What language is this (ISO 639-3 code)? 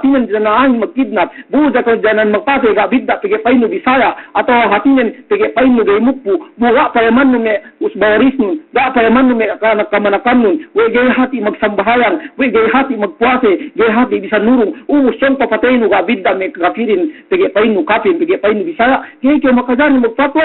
yka